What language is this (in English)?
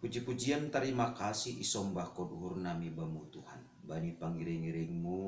Batak Simalungun